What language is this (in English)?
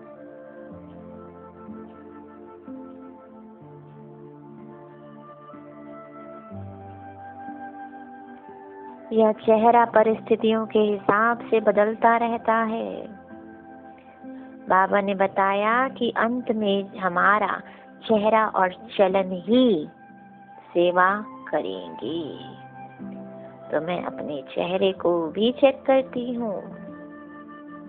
Hindi